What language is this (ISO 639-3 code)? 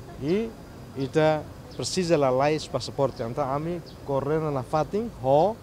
tet